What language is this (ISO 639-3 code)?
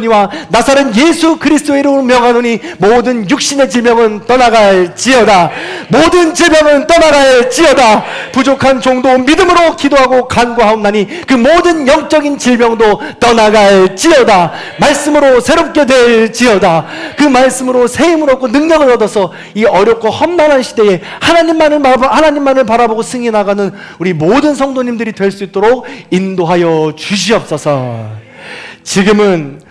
kor